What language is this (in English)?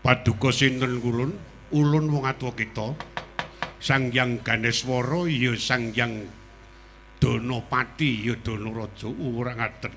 Javanese